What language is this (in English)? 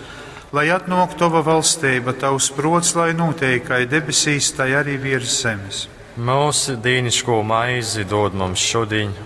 Latgalian